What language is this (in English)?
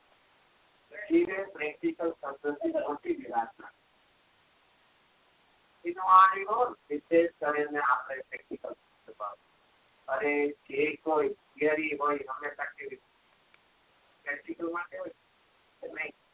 Gujarati